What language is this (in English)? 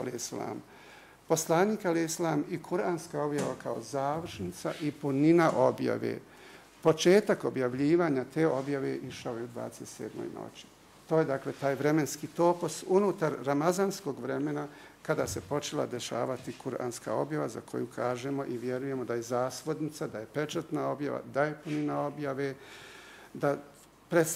Bosnian